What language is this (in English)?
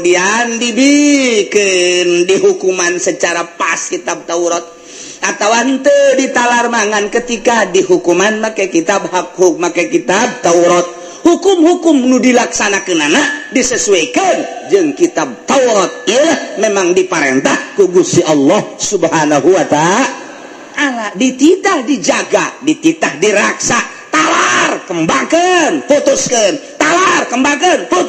Sundanese